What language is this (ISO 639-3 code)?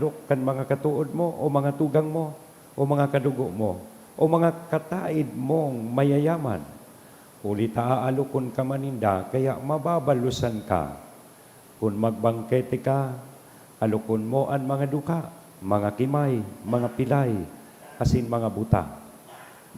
bik